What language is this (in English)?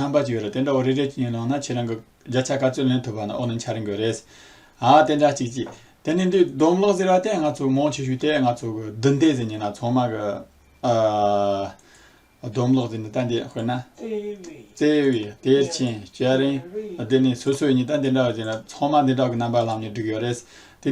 Tibetan